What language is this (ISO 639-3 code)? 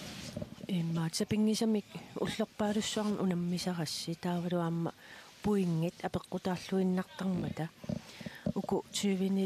kal